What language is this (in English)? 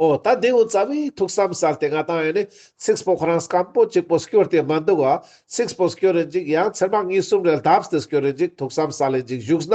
Ladakhi